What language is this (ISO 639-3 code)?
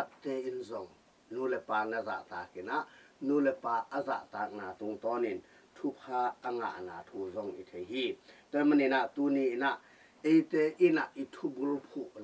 ctd